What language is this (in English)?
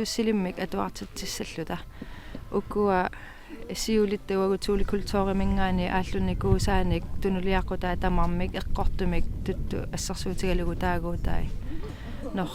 Kalaallisut